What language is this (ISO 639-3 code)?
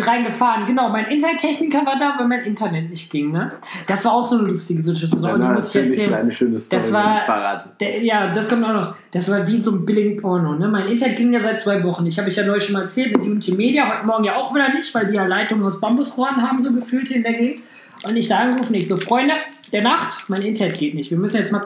deu